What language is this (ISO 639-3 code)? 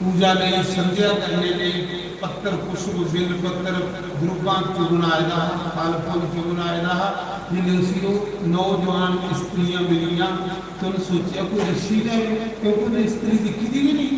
doi